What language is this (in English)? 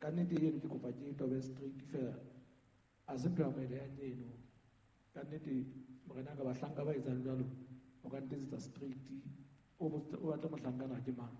Southern Sotho